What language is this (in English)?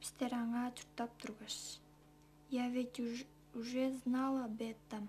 Tuvinian